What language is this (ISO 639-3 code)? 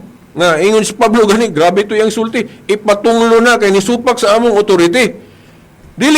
ceb